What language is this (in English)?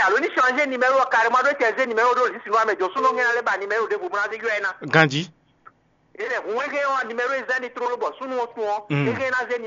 Fon